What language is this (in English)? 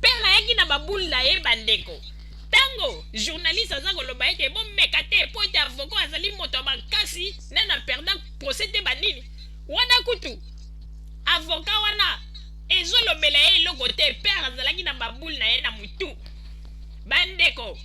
Lingala